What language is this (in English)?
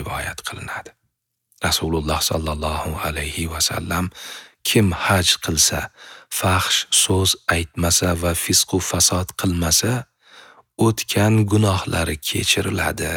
Uzbek